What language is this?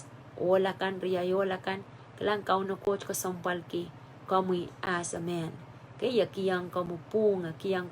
Pohnpeian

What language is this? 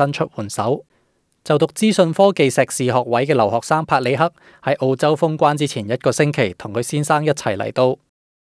Cantonese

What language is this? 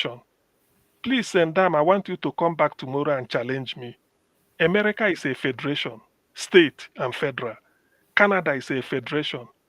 Nigerian Pidgin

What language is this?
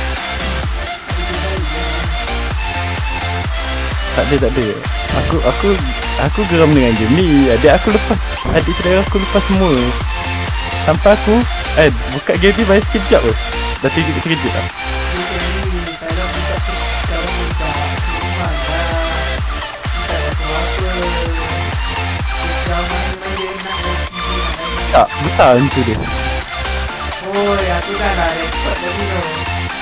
Malay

